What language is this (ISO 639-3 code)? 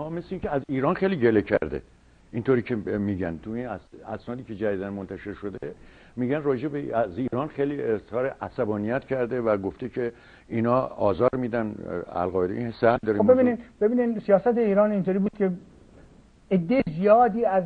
fas